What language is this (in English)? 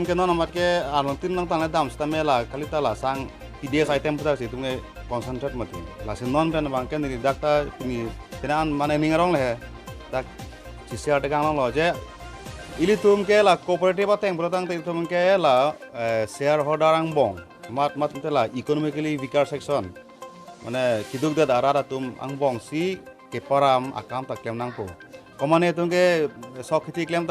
Karbi